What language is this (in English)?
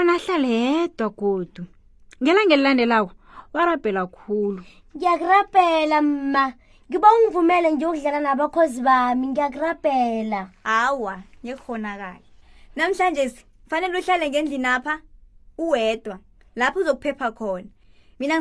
South Ndebele